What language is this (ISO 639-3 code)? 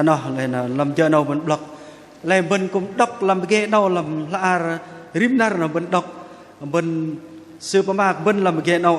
bdq